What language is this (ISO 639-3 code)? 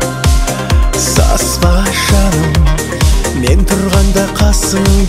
kaz